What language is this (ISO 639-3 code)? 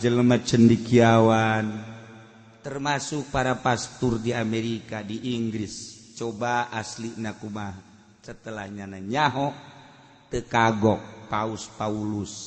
sun